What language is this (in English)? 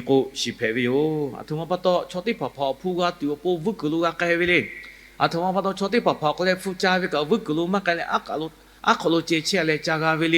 Lahu